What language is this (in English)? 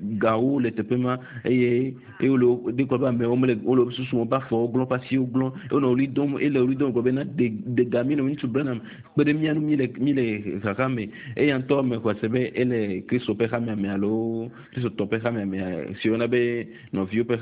Ewe